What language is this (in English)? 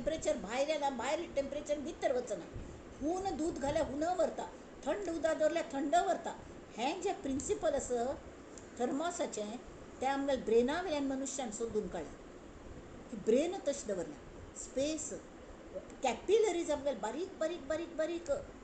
Konkani